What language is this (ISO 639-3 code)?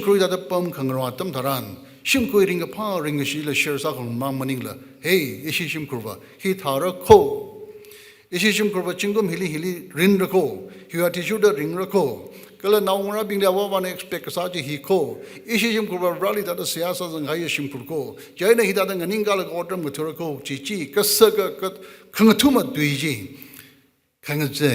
nmf